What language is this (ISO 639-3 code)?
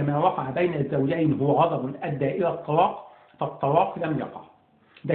arz